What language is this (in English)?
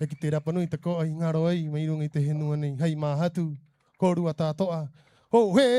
Rapanui